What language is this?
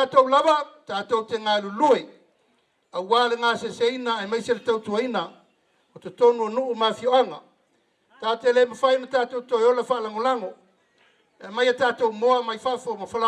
Samoan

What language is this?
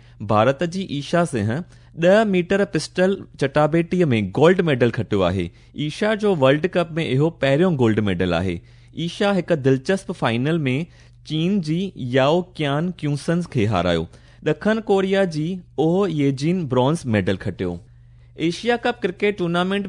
Sindhi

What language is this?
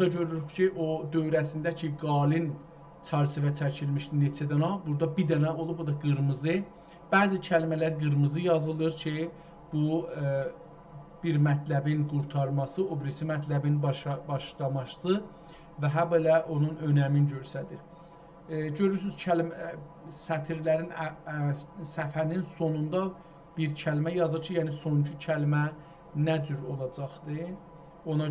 South Azerbaijani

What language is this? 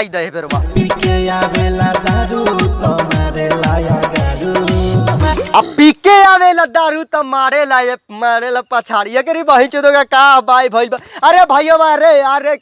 Bhojpuri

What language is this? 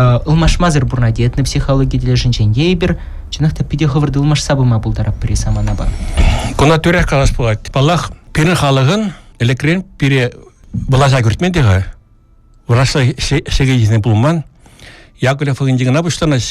Chuvash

